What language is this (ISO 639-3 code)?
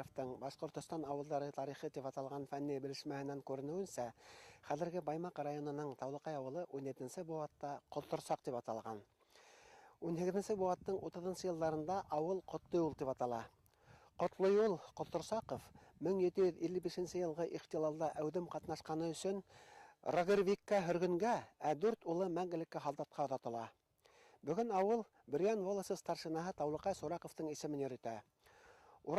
bak